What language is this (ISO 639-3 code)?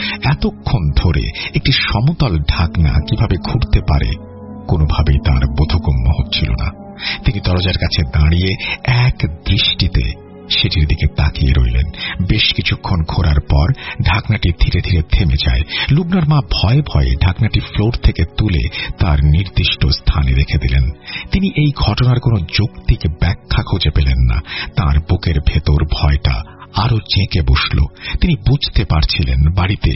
ben